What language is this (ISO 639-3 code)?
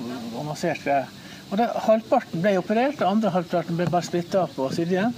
nor